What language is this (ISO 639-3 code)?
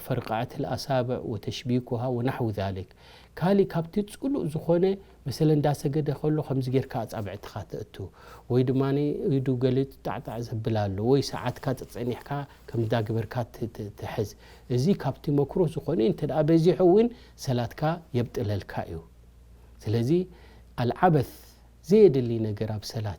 tir